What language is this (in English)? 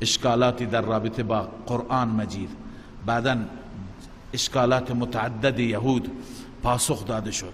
Persian